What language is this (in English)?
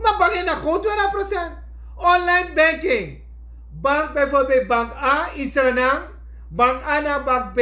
Sranan Tongo